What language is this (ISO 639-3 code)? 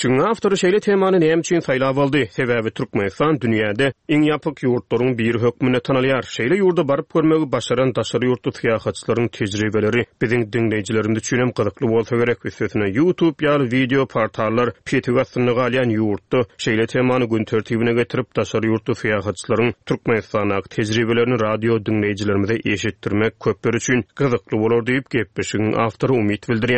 tuk